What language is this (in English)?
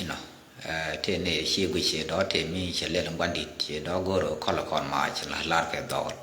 Nuer